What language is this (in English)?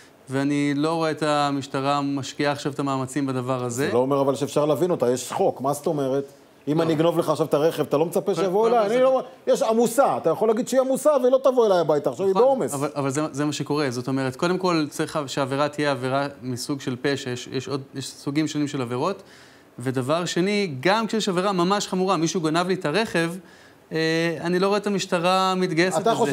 Hebrew